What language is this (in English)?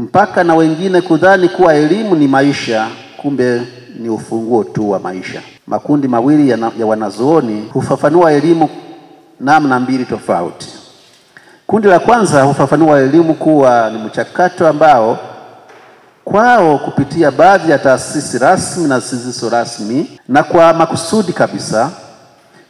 Swahili